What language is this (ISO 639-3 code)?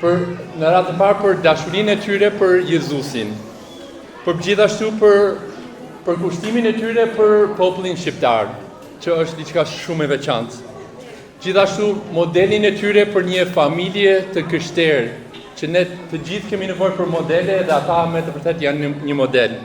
sqi